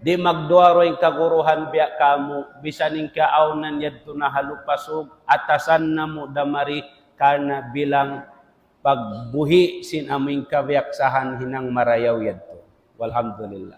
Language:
Tausug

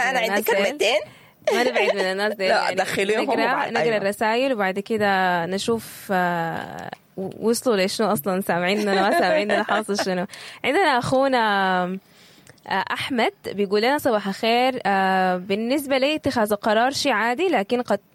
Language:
Sudanese Arabic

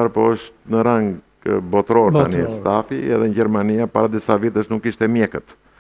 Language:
Albanian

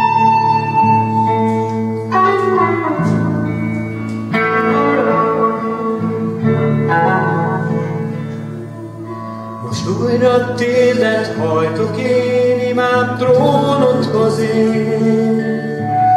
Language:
Hungarian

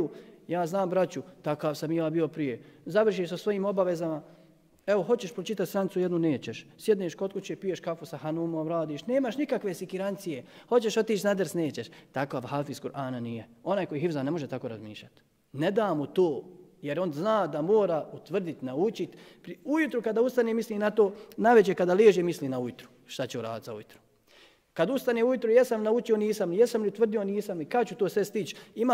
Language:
Bosnian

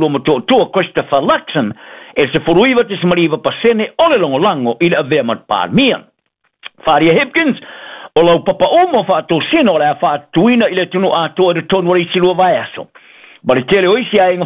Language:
Samoan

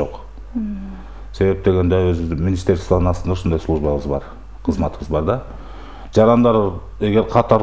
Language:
Kyrgyz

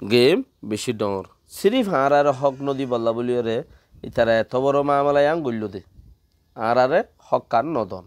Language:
Rohingya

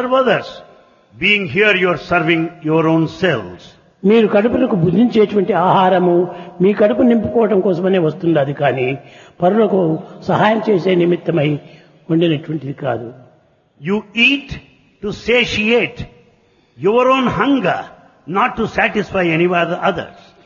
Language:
Telugu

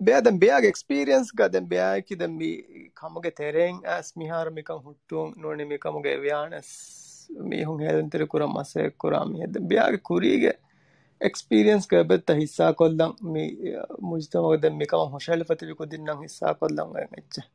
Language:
Divehi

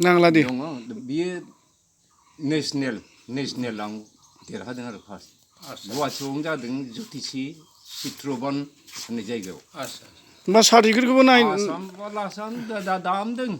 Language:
Bodo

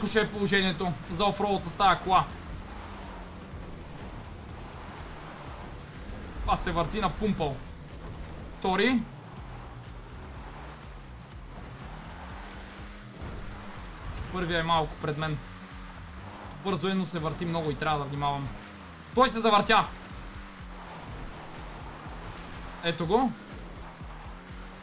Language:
Bulgarian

